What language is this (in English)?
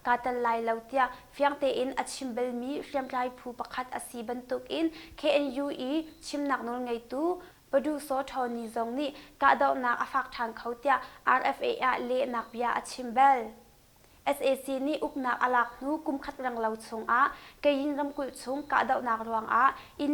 Hakha Chin